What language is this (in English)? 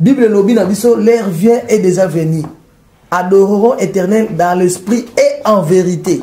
Lingala